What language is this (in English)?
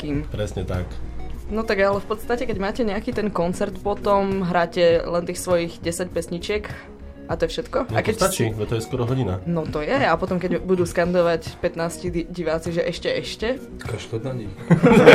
Slovak